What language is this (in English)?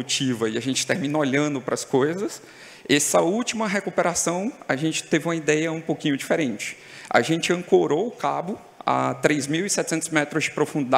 Portuguese